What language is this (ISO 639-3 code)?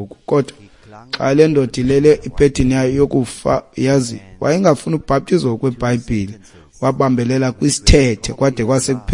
xho